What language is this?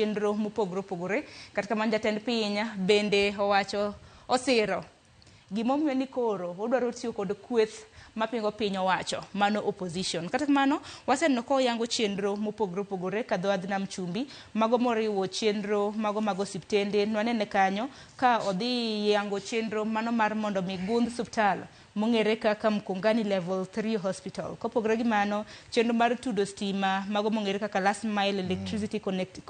Luo (Kenya and Tanzania)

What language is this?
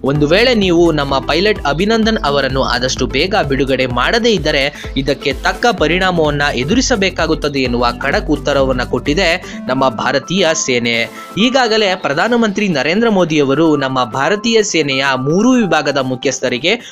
Kannada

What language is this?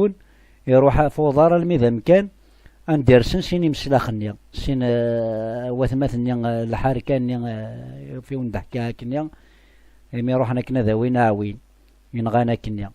Kabyle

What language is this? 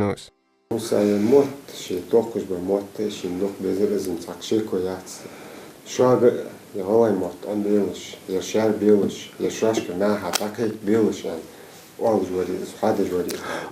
Ingush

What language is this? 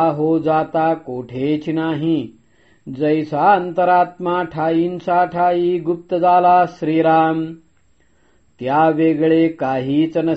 Marathi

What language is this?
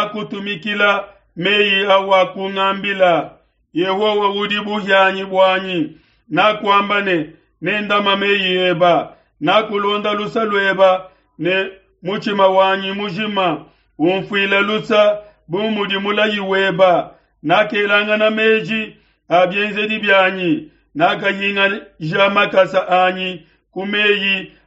Luba-Lulua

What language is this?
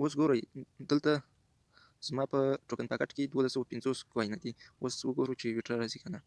Pashto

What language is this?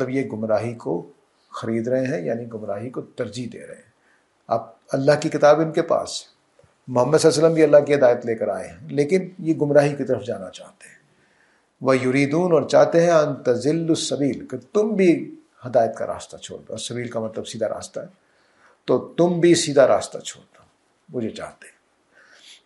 Urdu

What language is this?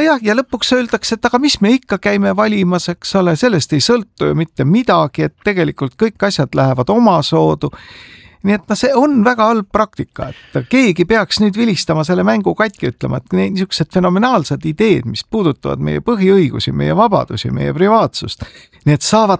Estonian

